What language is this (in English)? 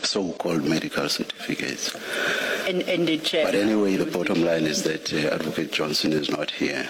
Northern Sotho